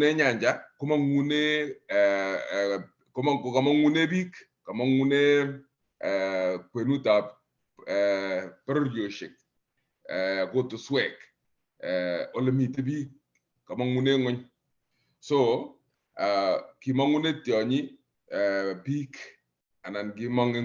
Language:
Kalenjin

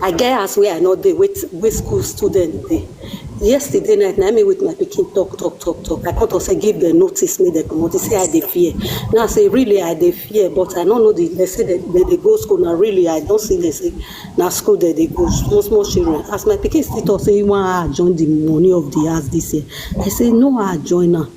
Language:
Nigerian Pidgin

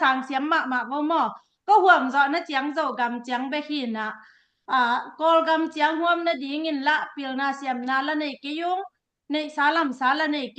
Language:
Tedim Chin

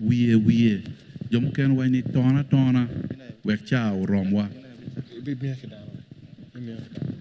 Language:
Acoli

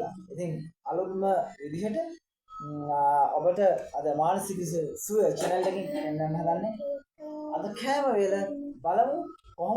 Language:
Sinhala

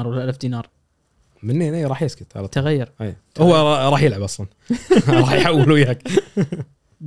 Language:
Gulf Arabic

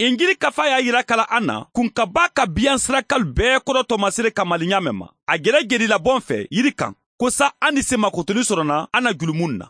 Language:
Mandingo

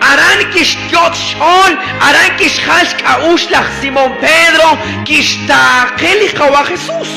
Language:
Kekchí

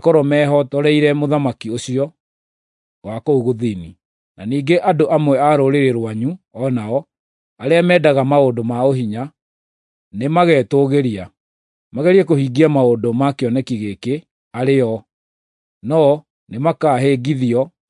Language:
Kikuyu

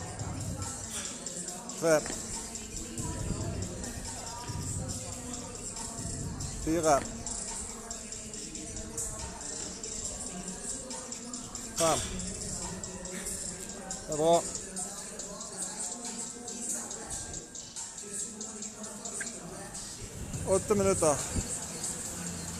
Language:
Norwegian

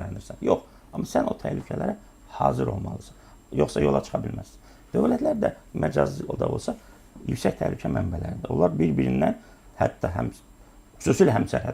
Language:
Azerbaijani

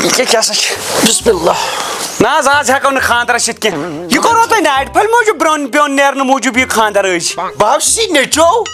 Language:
Kashmiri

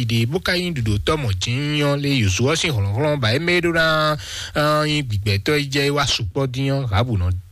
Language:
Fon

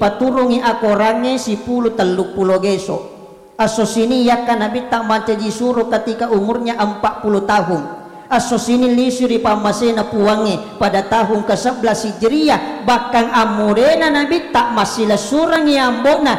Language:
Buginese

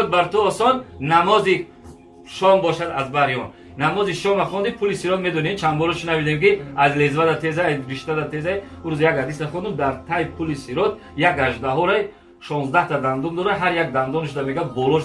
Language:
Tajik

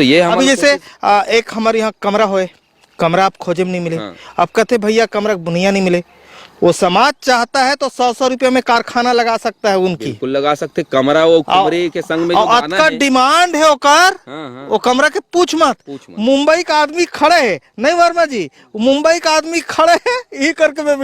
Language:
Chhattisgarhi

